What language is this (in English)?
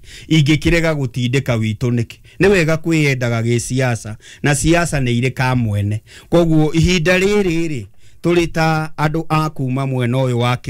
Kikuyu